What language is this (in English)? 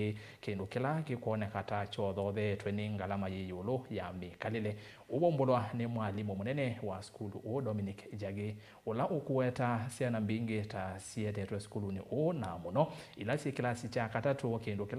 Kamba